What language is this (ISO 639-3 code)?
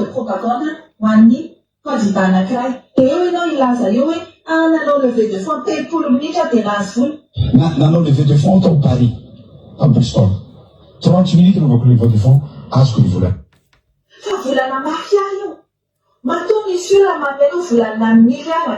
mlg